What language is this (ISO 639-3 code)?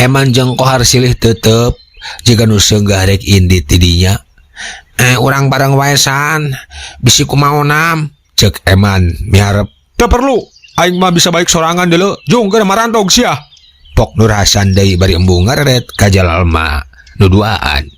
sun